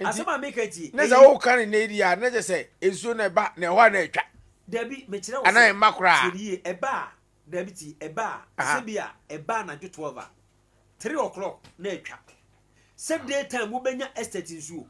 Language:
Akan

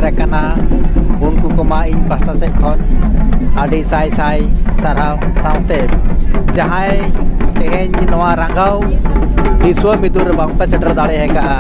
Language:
Santali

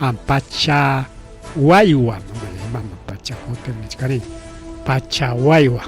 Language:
Ayacucho Quechua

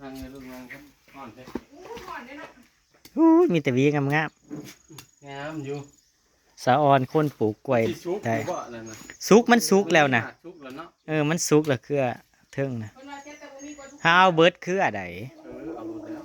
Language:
Northeastern Thai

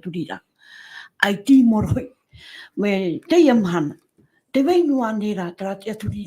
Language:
Tahitian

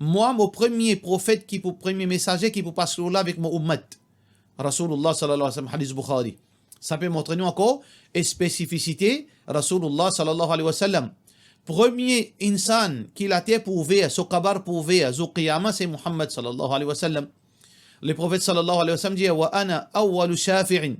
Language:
Morisyen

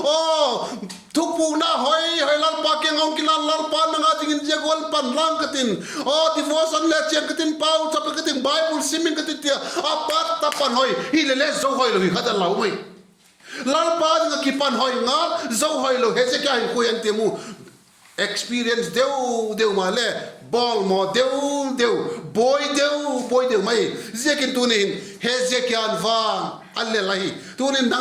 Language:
Vaiphei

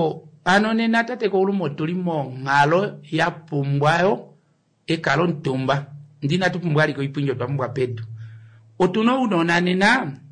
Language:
Kuanyama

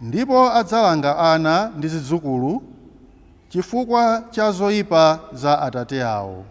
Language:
Nyanja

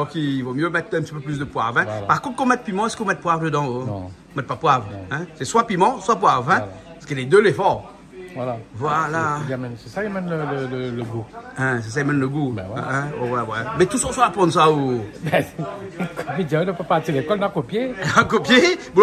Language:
Réunion Creole French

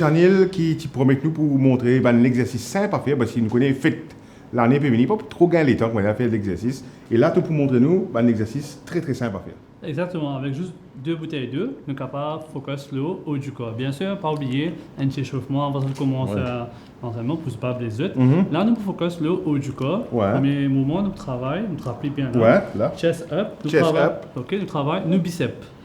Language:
Morisyen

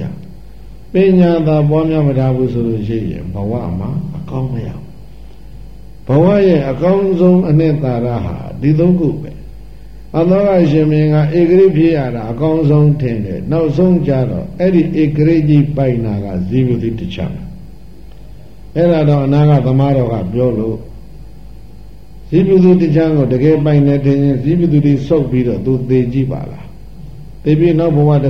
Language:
Burmese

